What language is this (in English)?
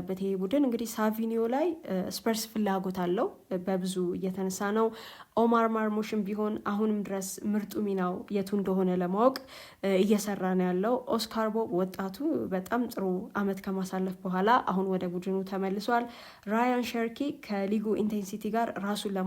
Amharic